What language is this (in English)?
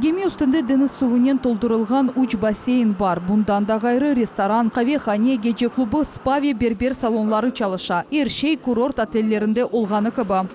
Crimean Tatar